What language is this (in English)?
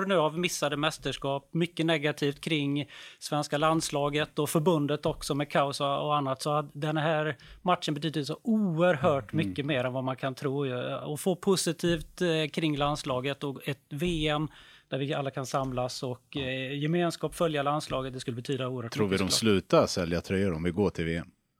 Swedish